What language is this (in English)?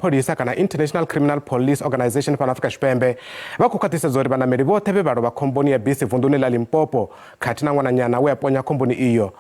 Venda